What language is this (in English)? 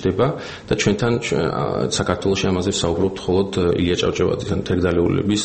Georgian